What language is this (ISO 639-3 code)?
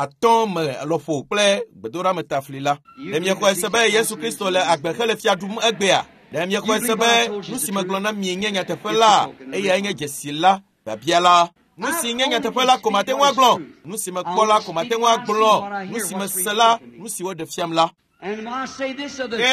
ewe